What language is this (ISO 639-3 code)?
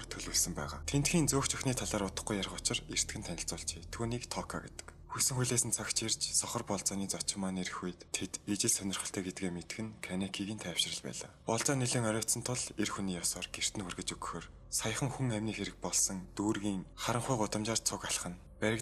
mon